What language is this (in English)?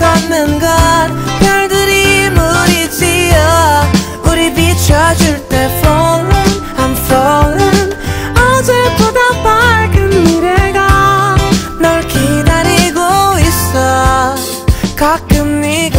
Korean